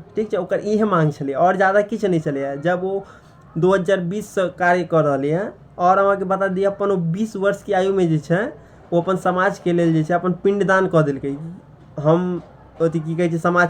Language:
Maithili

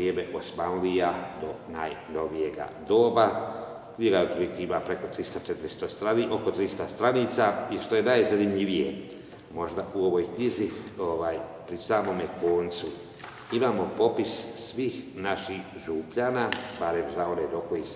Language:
Croatian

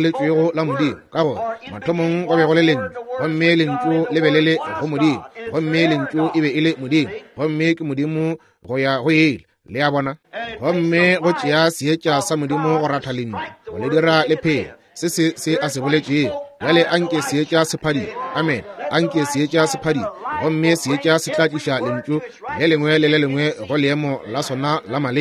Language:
Northern Sotho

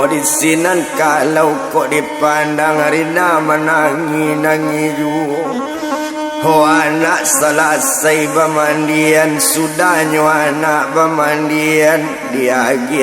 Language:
Minangkabau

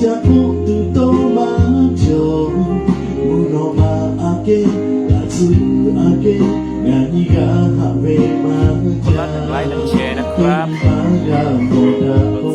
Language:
Lahu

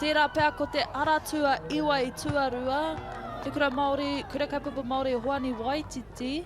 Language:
Māori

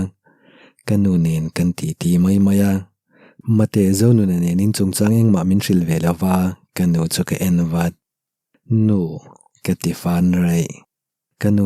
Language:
Mizo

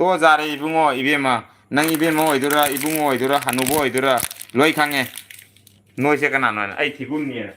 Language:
Manipuri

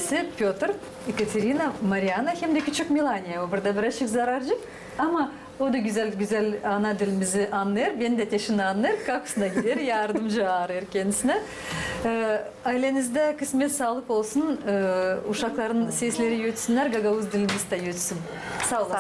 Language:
Gagauz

